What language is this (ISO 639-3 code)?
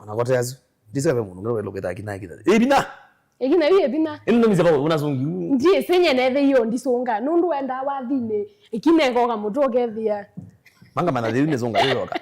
kam